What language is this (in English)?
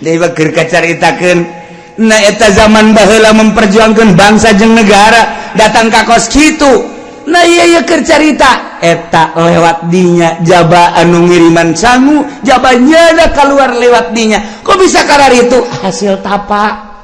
Sundanese